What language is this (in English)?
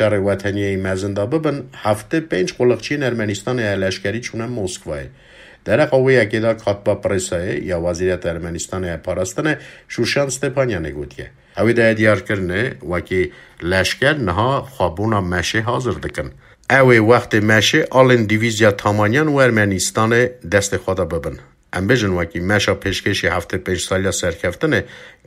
Kurdish